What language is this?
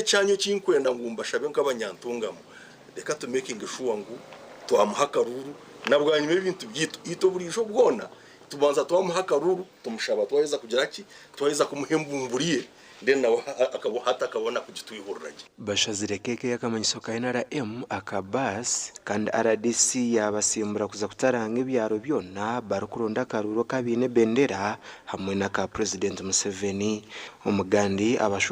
Nyankole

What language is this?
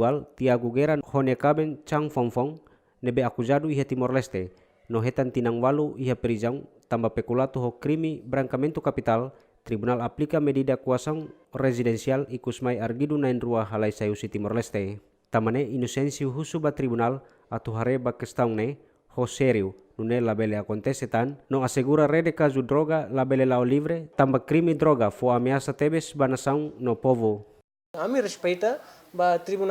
Tetum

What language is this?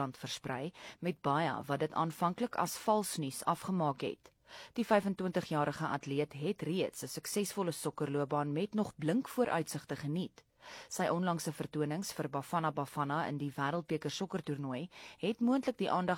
Afrikaans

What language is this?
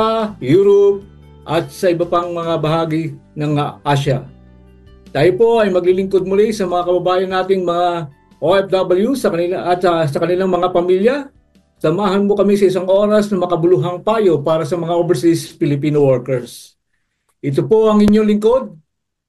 Filipino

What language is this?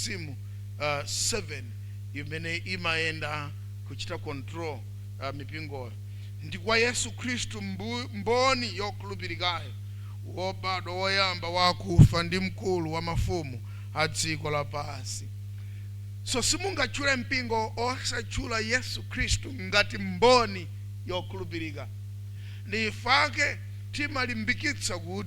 Nyanja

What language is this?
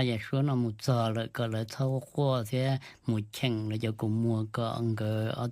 Hmong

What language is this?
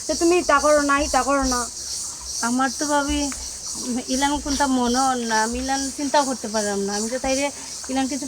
Sylheti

